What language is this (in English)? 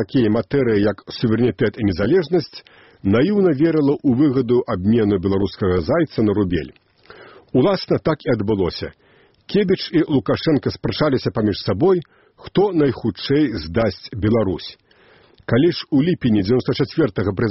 Belarusian